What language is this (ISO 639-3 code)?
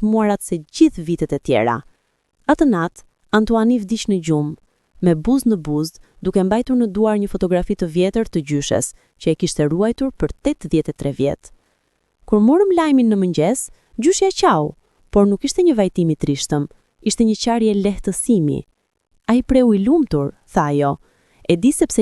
sqi